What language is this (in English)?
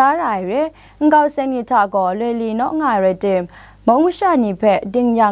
Kachin